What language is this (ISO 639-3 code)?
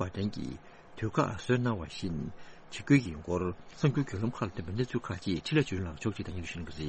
bod